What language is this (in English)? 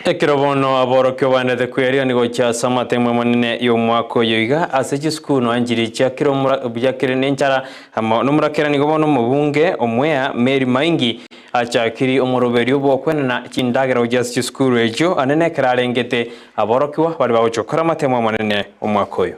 Gusii